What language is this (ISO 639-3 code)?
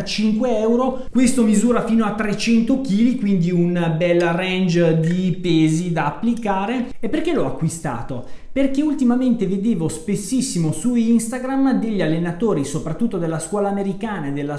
ita